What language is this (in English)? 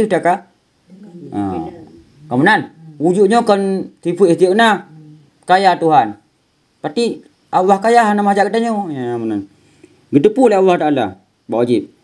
Achinese